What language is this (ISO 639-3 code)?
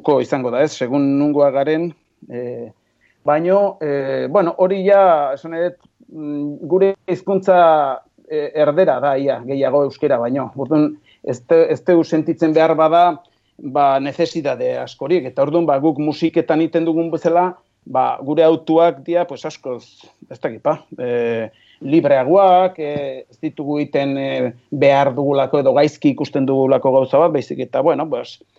eus